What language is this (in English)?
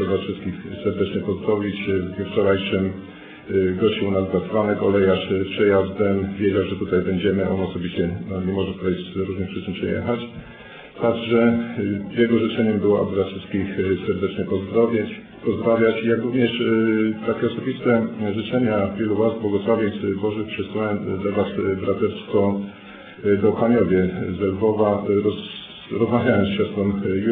Polish